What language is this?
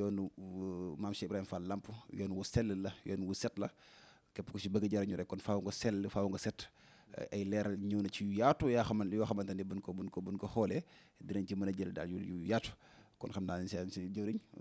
Wolof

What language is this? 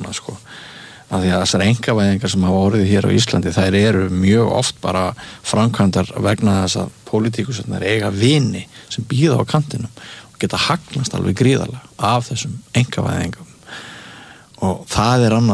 Icelandic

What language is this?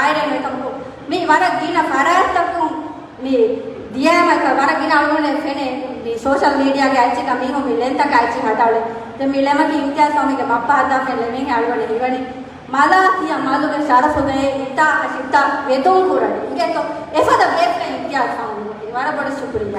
Divehi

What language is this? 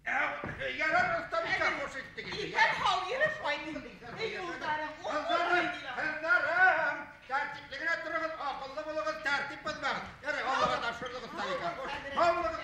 Bashkir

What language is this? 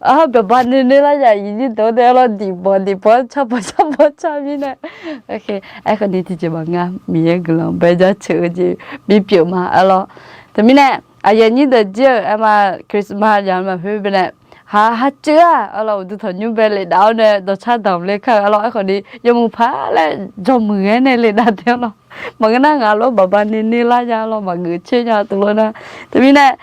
Akha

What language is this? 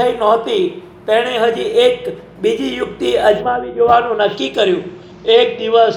Gujarati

